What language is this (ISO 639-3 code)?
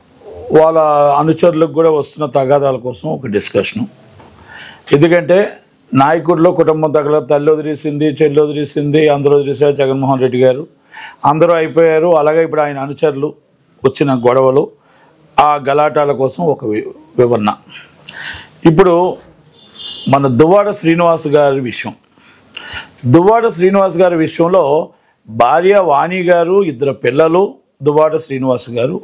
tel